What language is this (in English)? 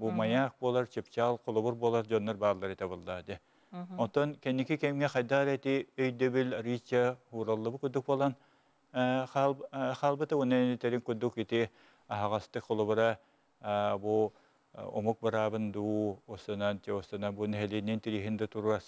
Yakut